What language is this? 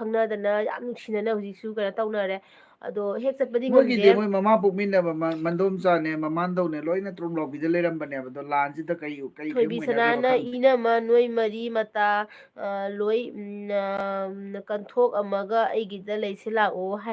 Manipuri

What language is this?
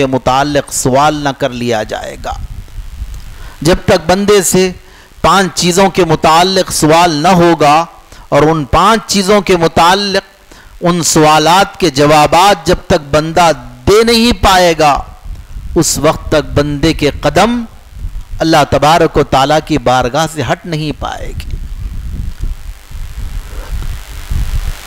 Urdu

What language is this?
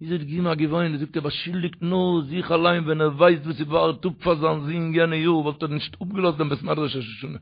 Yiddish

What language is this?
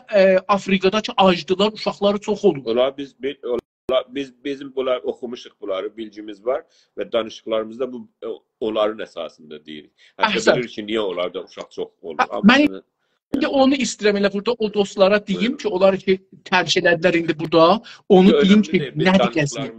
South Azerbaijani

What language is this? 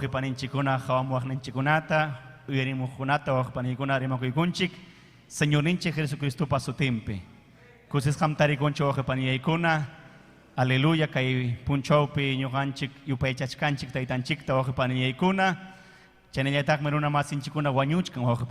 Ayacucho Quechua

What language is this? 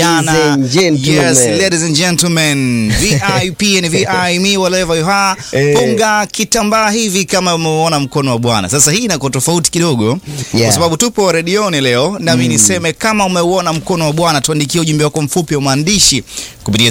Swahili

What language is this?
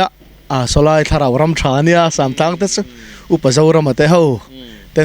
Mizo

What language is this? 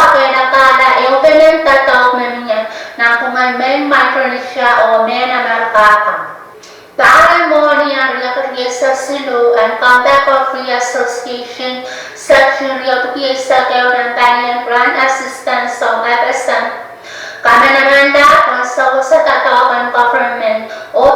Pohnpeian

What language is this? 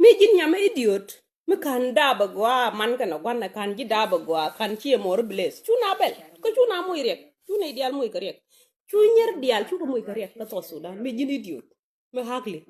Nuer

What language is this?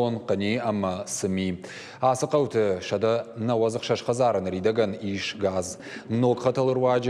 Ossetic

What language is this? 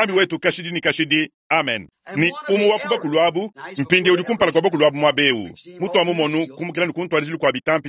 Luba-Lulua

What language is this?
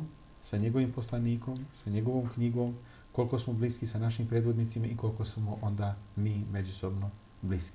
Bosnian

